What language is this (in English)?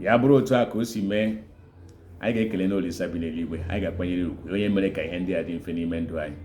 Igbo